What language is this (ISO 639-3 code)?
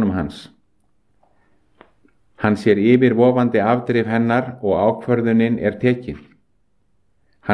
isl